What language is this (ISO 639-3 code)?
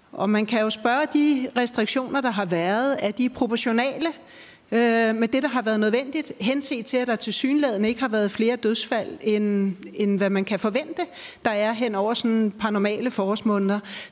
dan